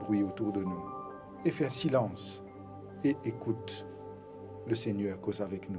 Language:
Morisyen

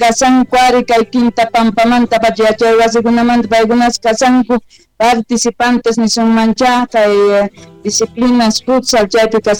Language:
Quechua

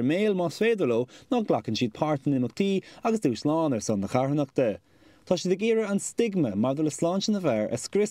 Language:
Irish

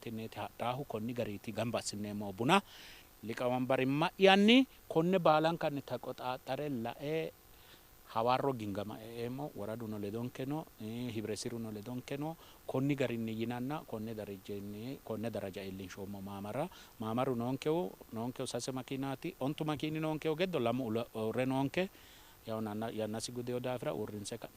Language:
Sidamo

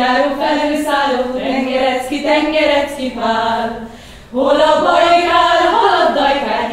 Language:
Hungarian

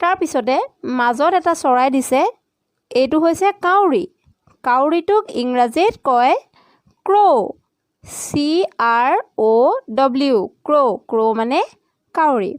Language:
Assamese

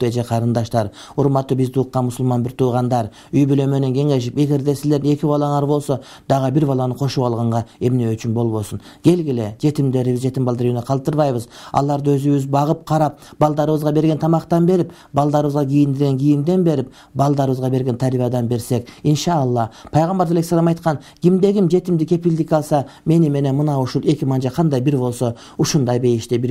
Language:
Kyrgyz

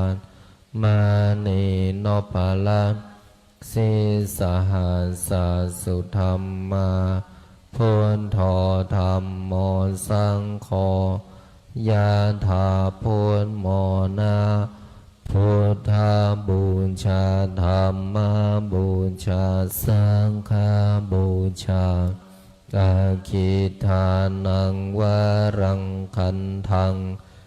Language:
Pali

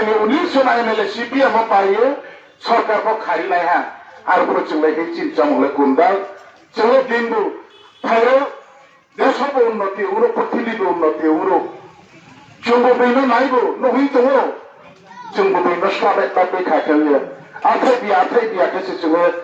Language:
Riang (India)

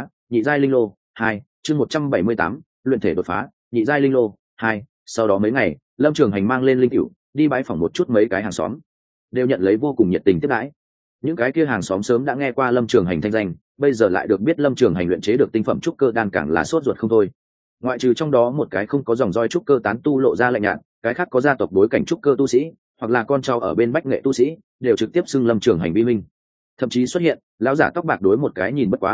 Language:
Vietnamese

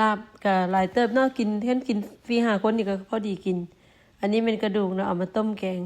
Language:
Lao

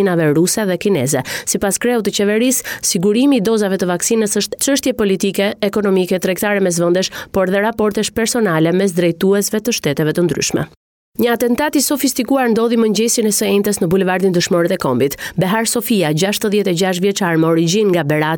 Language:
Albanian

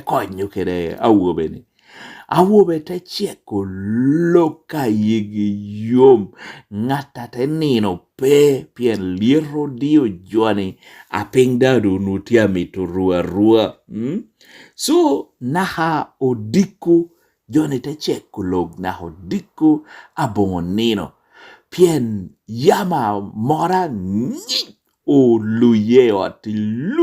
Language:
Lango (Uganda)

